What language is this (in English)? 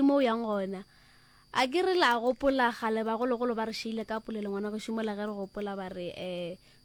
Northern Sotho